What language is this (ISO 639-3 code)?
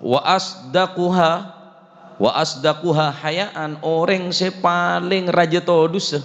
mad